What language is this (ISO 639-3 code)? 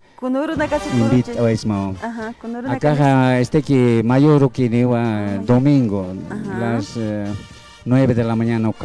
aym